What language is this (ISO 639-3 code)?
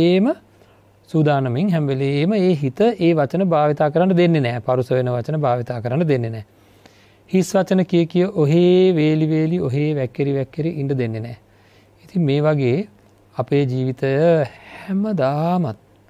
sin